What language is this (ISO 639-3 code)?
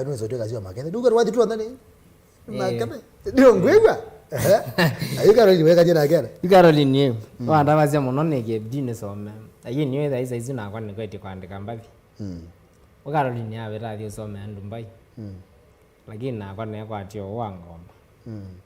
kam